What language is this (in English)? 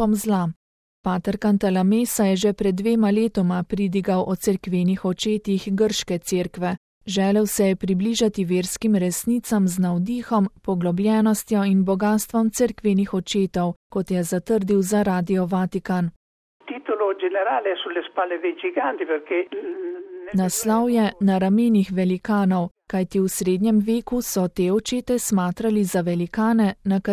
Slovenian